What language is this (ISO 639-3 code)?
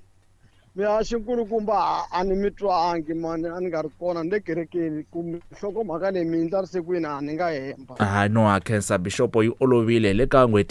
tso